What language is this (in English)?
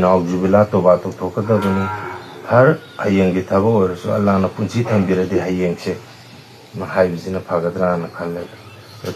Manipuri